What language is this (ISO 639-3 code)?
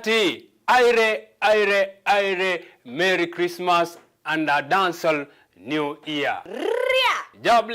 kam